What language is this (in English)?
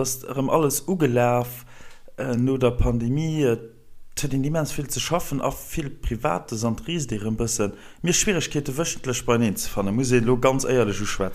Luxembourgish